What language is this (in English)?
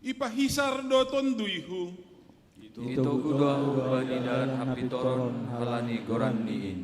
Batak Simalungun